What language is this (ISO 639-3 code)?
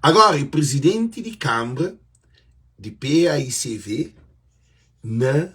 kea